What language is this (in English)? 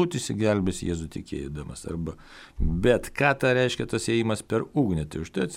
Lithuanian